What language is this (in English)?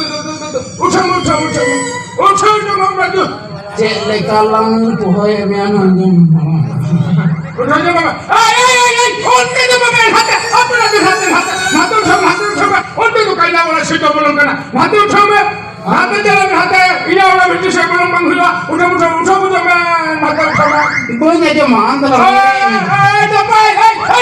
Santali